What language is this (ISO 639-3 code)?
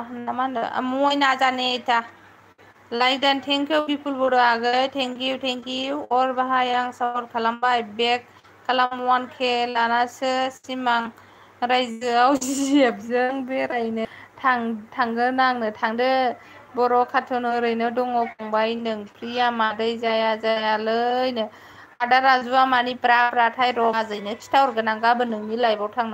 brx